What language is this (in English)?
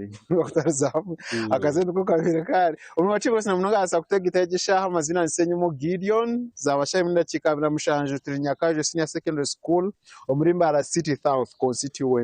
Nyankole